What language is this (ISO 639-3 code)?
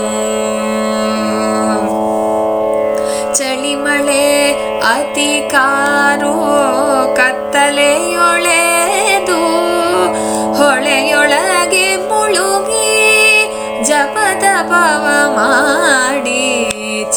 kan